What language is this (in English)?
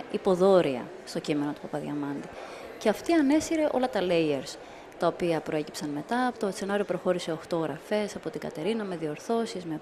Greek